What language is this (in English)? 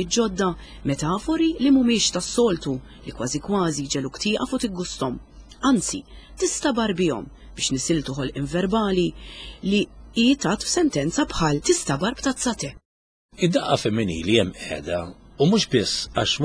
Maltese